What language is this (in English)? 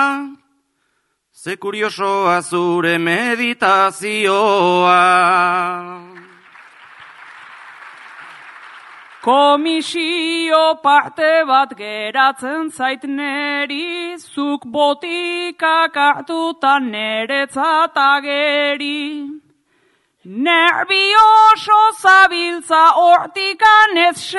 Basque